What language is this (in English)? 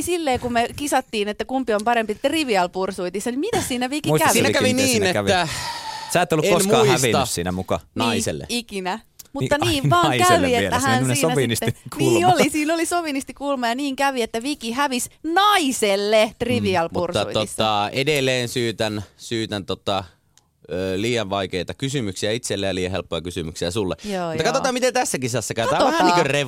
Finnish